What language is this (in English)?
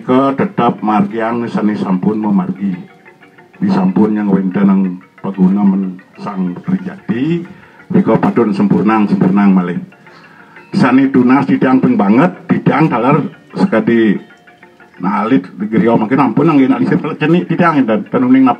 Balinese